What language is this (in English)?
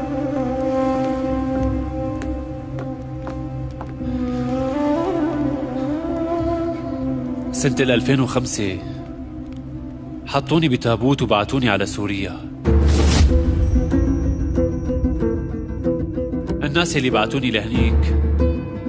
North Levantine Arabic